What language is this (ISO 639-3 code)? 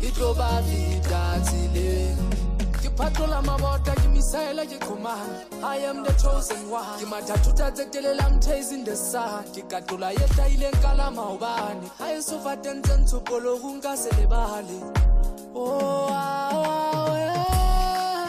sot